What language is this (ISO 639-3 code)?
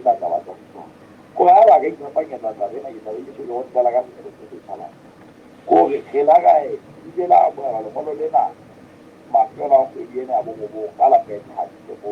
sot